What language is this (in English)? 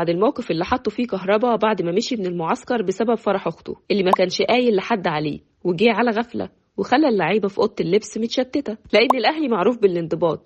Egyptian Arabic